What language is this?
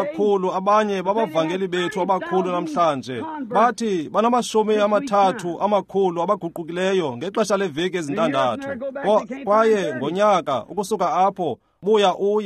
Xhosa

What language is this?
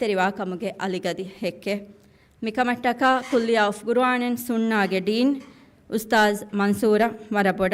Divehi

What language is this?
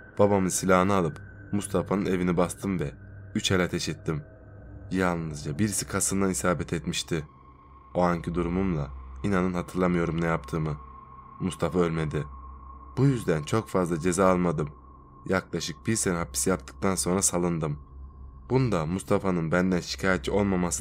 Turkish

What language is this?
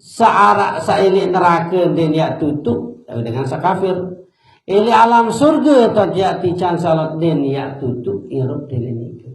Sasak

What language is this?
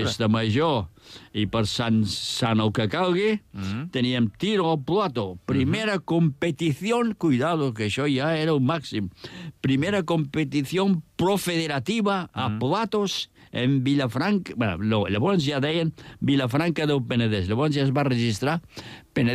Catalan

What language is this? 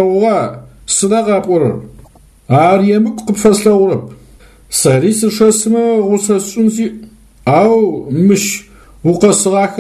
Adyghe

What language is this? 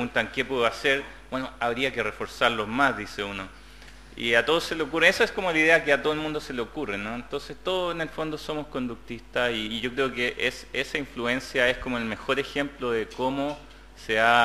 Spanish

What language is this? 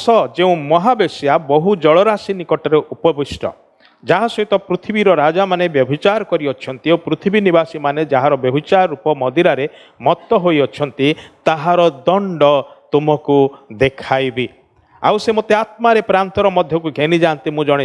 Odia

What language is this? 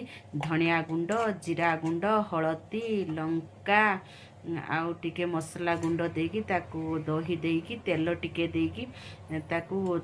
Odia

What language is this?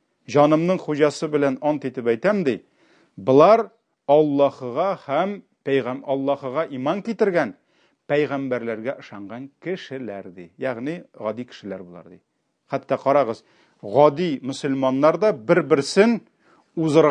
Tatar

